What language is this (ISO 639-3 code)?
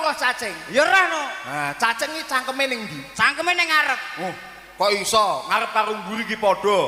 jav